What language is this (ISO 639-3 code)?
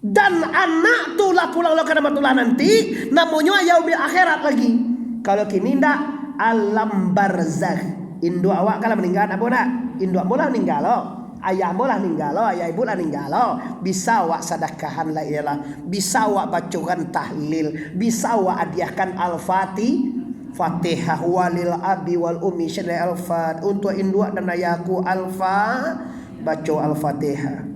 min